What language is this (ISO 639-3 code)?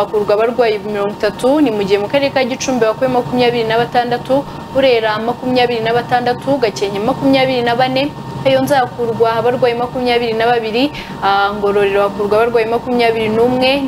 kin